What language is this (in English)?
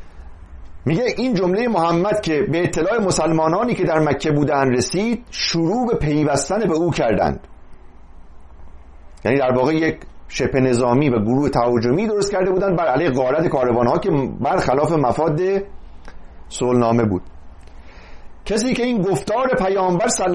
Persian